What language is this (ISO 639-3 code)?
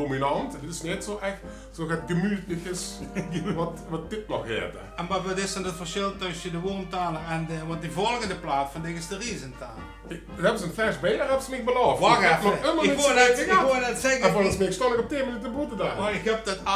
lim